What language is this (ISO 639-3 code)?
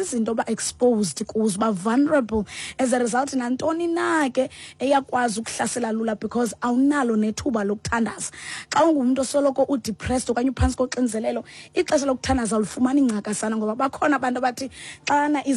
xho